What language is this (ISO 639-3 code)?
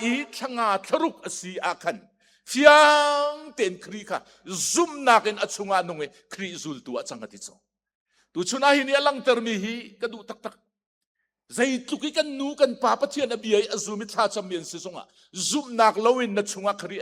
cnh